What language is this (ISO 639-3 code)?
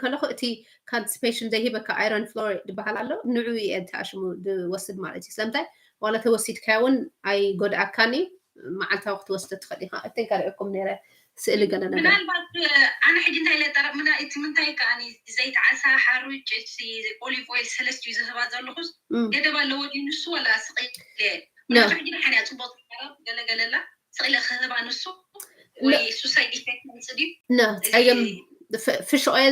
tir